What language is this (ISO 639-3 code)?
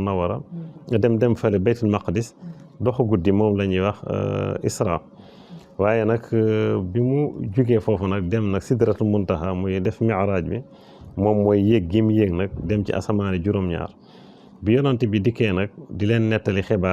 wol